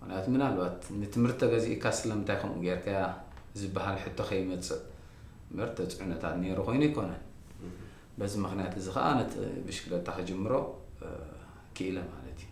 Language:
Tigrinya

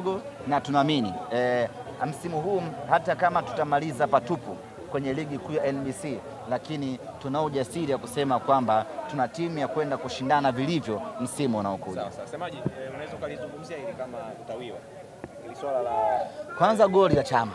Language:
Swahili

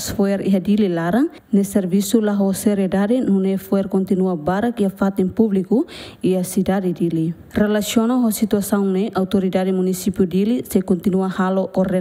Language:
Tetum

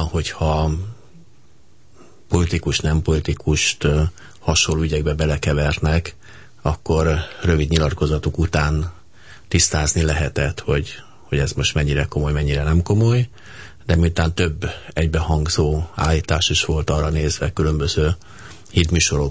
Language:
Hungarian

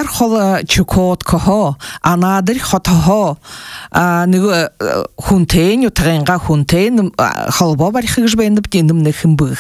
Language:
Buriat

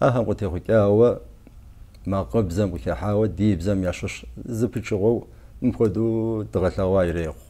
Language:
Kabardian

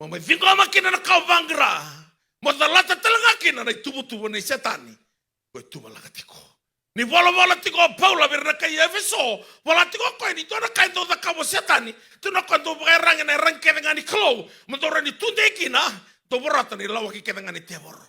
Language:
Fijian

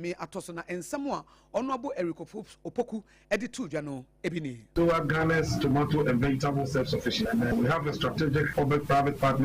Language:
Akan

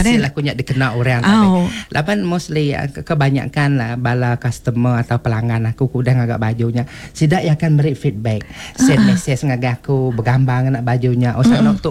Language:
Iban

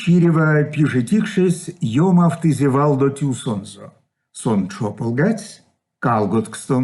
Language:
Erzya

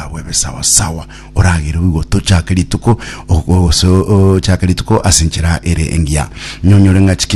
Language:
Gusii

